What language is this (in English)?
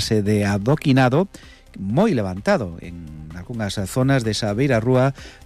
Galician